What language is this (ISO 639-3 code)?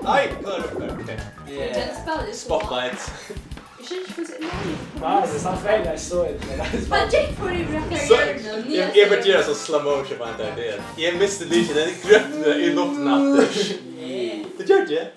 fao